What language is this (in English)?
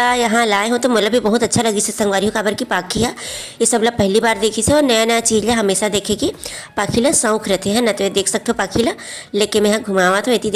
Chhattisgarhi